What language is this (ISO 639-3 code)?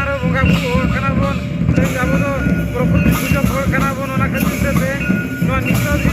sat